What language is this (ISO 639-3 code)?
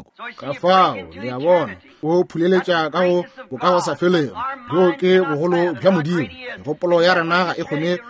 nso